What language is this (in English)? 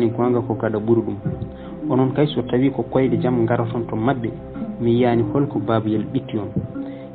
Fula